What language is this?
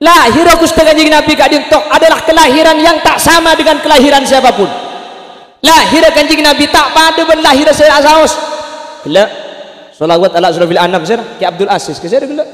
Madurese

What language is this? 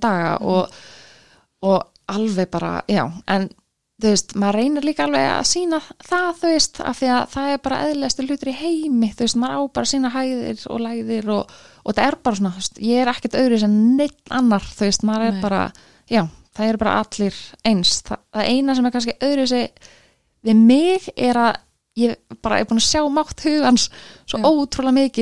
Icelandic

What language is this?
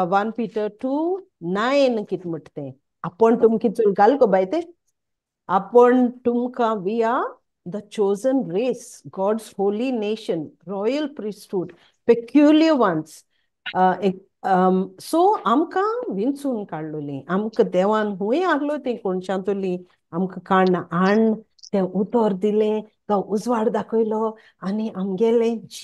Konkani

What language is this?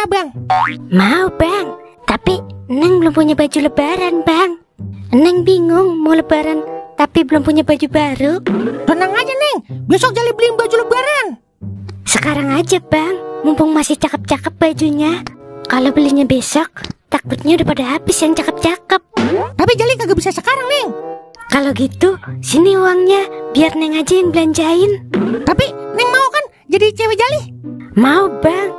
Betawi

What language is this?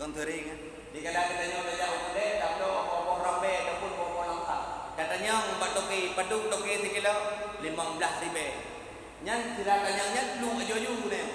Achinese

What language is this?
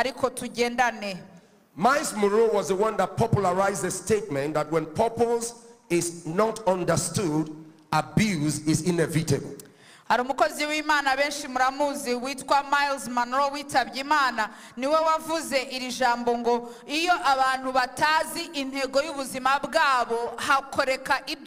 Kinyarwanda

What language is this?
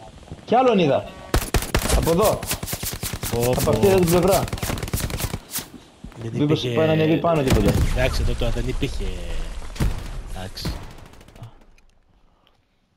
Greek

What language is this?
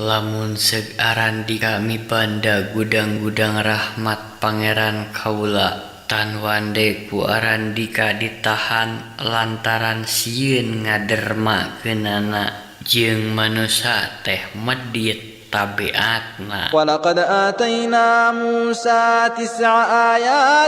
Sundanese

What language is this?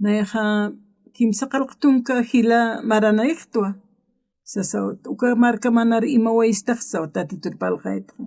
Aymara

